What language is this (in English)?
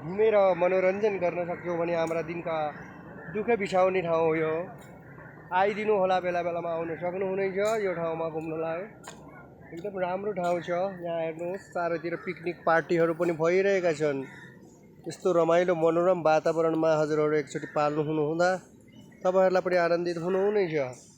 Nepali